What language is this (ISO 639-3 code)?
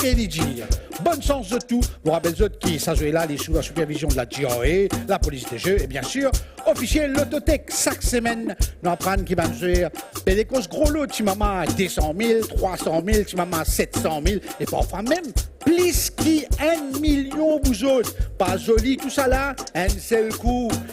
mfe